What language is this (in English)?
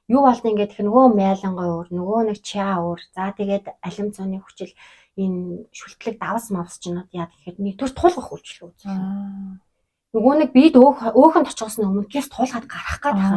Mongolian